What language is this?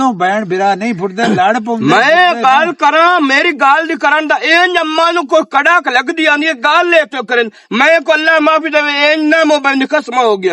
Western Panjabi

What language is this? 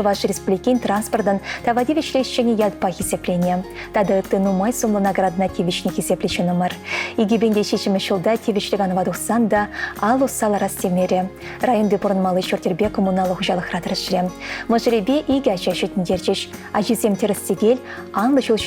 Chuvash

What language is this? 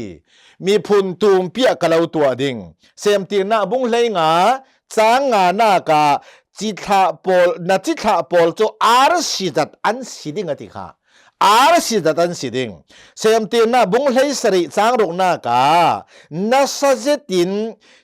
Hakha Chin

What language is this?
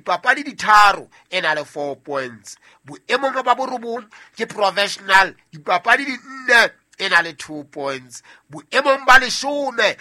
Southern Sotho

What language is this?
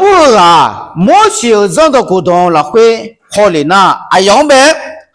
Akha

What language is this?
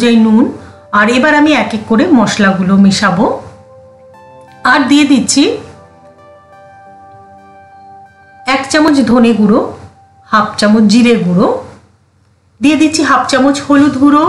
Bangla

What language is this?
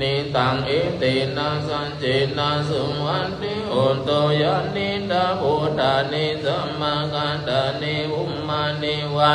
Pali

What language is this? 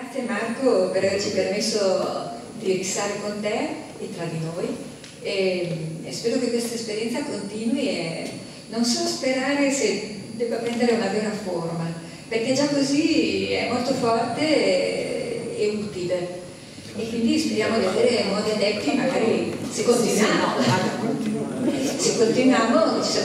Italian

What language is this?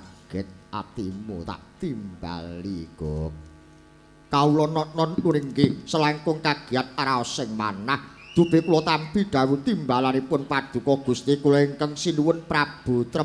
Javanese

